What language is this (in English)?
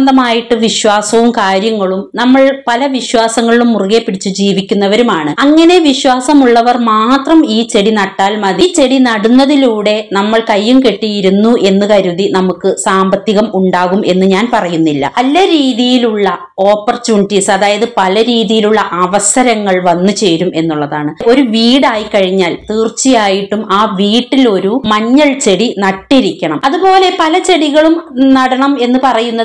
Malayalam